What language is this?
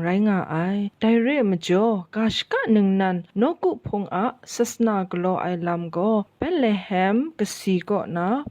Kachin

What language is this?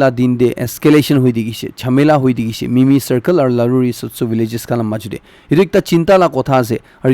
Naga Pidgin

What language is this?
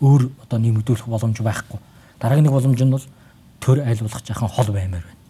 Mongolian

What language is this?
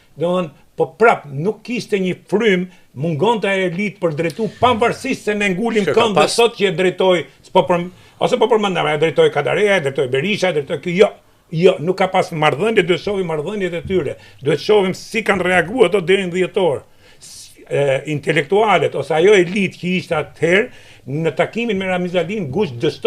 Albanian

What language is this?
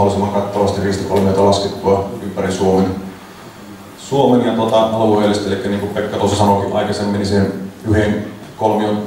Finnish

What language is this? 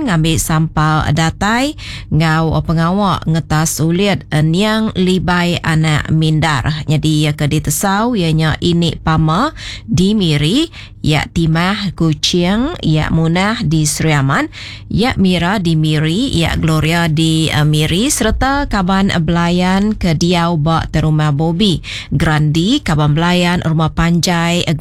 Iban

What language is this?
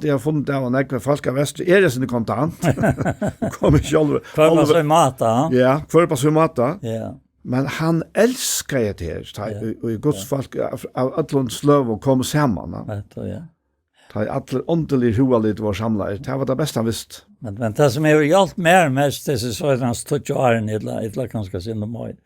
Faroese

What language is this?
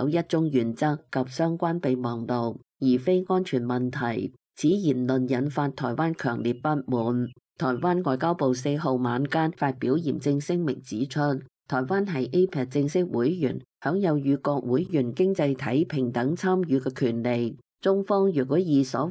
Cantonese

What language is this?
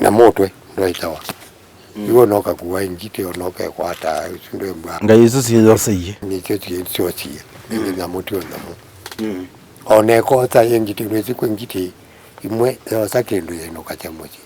Kamba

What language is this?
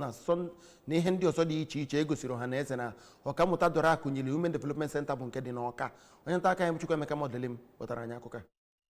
Igbo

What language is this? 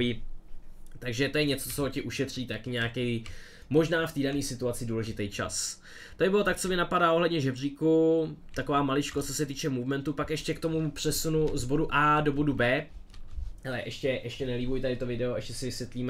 Czech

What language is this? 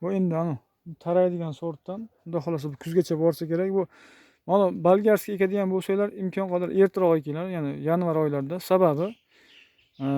Uzbek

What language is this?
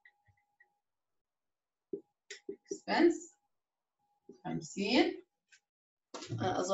South Levantine Arabic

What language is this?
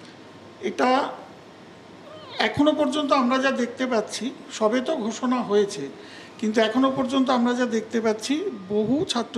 Bangla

